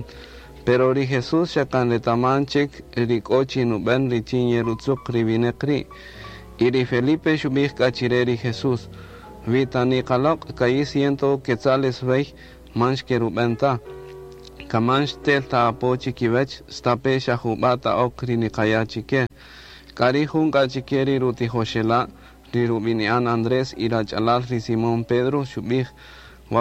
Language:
Kaqchikel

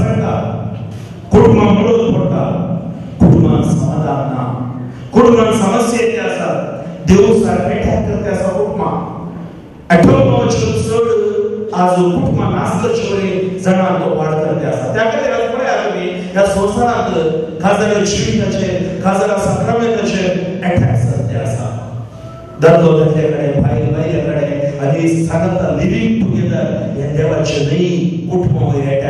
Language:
Konkani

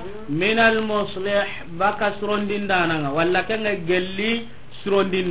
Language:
Soninke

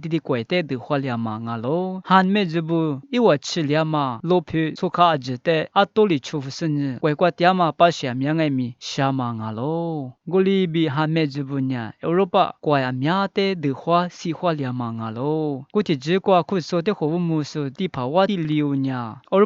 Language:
Lisu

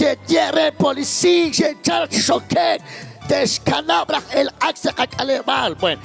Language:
Kekchí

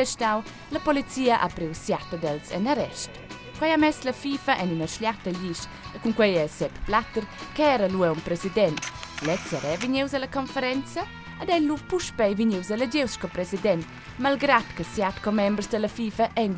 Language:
Romansh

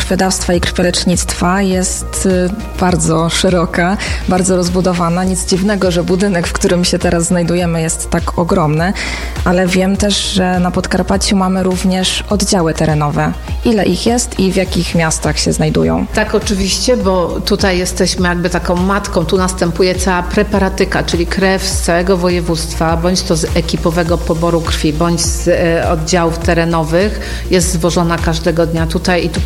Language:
Polish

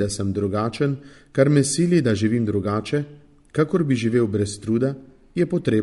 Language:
Slovenian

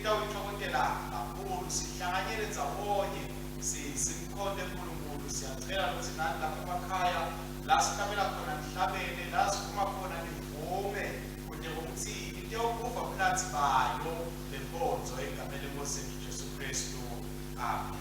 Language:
Swati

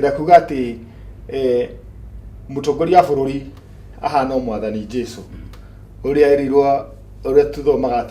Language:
Kikuyu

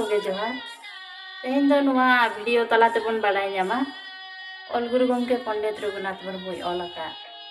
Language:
Santali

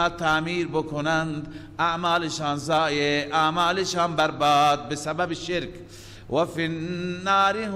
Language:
Persian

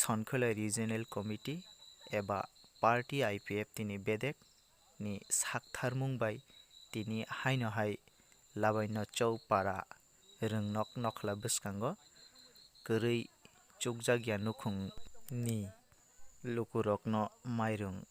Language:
Kok Borok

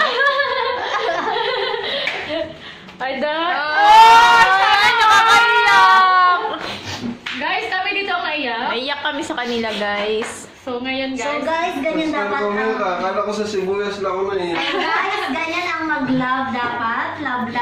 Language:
Filipino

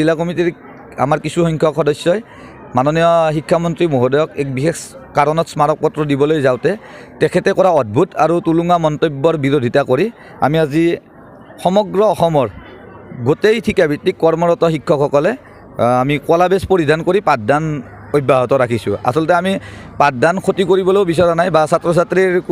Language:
Assamese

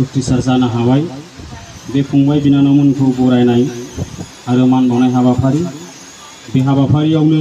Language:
Bodo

